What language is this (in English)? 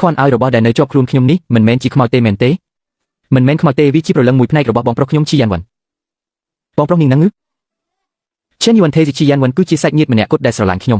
Khmer